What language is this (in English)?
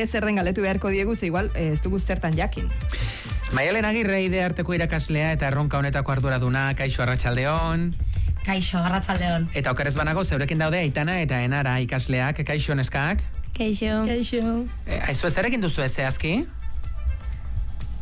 Basque